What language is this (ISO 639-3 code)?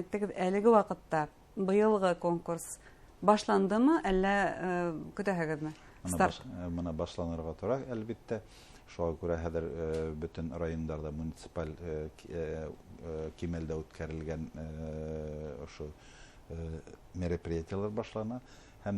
bak